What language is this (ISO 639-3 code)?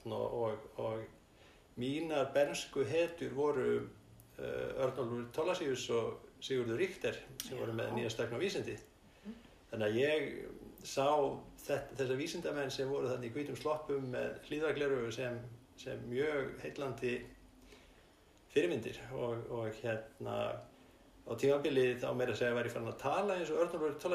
isl